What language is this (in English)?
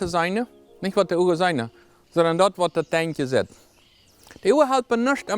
Plautdietsch